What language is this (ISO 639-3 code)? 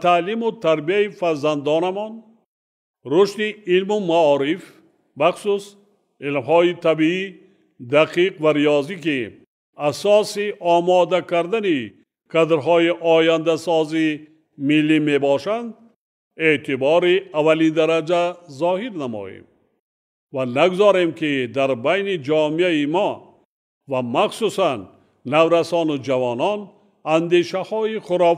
tgk